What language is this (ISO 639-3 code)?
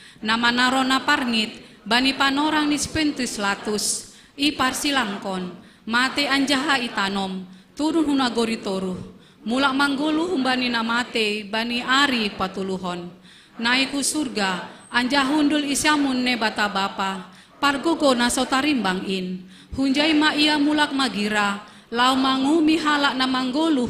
bts